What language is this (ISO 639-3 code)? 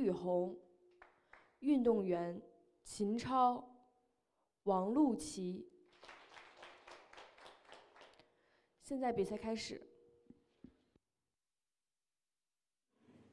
zho